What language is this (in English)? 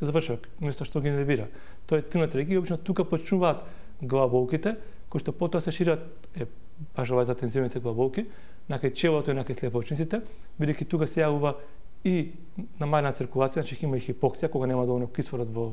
Macedonian